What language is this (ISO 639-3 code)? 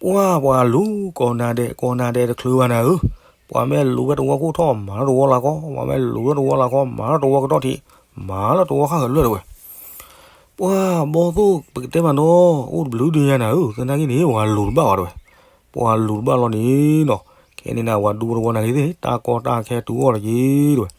ksw